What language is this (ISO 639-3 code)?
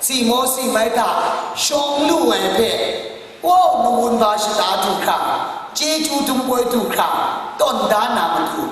kac